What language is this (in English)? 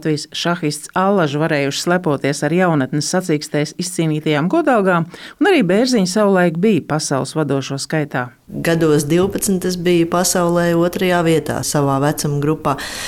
Latvian